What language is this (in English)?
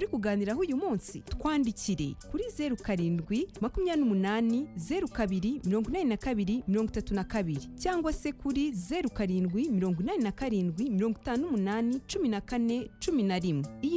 Kinyarwanda